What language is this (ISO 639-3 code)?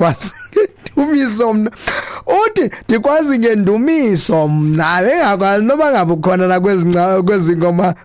xho